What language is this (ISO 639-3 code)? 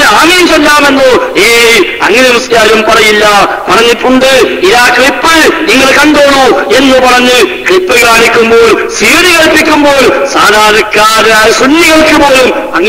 mal